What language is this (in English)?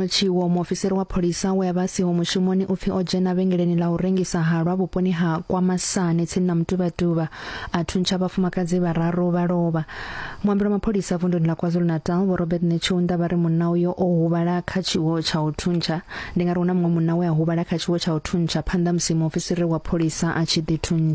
Venda